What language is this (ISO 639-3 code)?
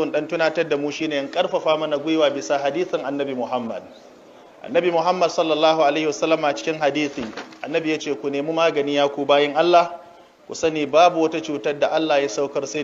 hau